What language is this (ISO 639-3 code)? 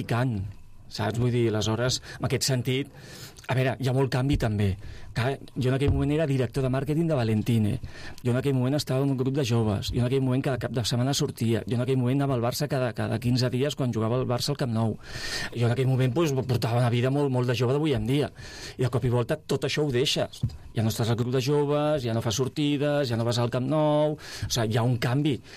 cat